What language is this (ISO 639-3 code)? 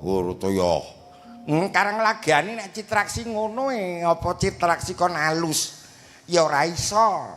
jav